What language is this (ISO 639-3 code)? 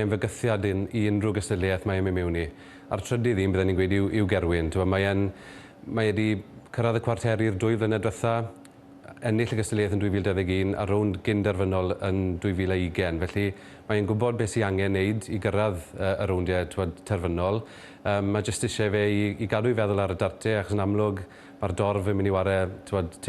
cym